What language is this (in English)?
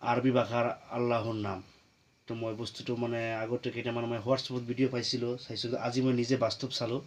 Assamese